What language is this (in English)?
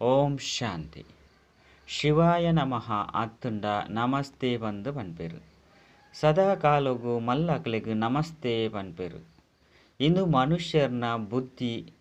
Tulu